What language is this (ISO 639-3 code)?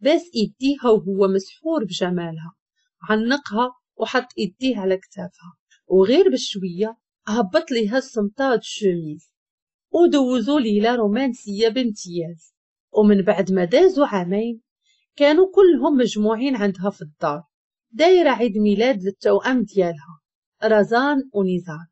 ary